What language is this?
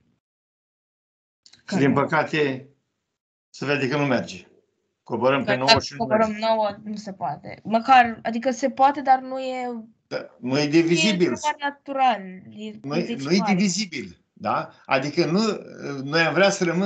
Romanian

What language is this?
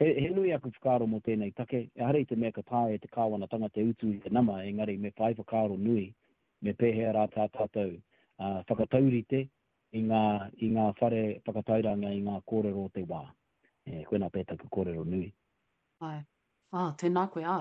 Māori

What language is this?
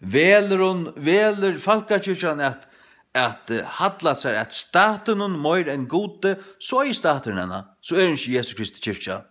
Faroese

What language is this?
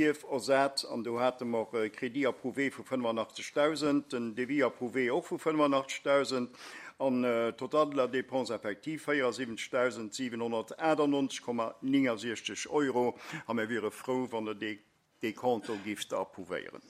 Luxembourgish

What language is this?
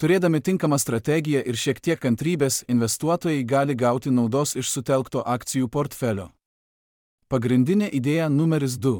Lithuanian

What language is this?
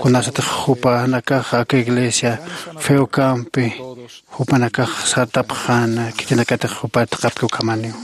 Aymara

